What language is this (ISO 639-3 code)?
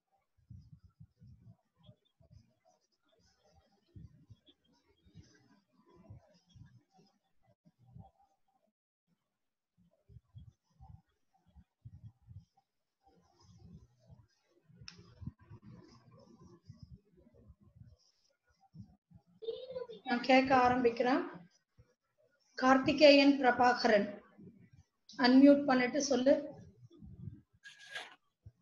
tam